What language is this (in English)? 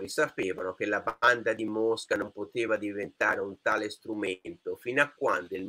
Italian